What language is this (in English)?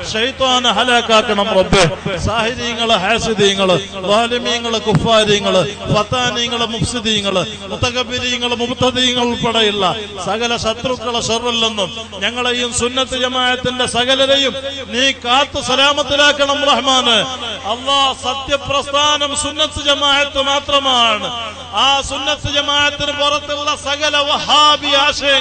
Malayalam